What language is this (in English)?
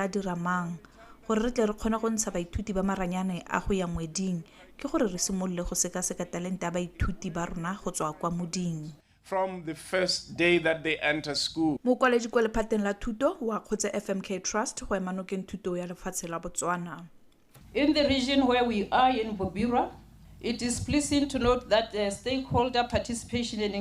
Tswana